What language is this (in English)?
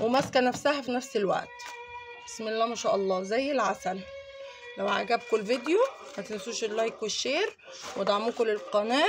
Egyptian Arabic